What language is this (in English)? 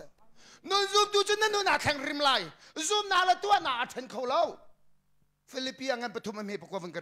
Hakha Chin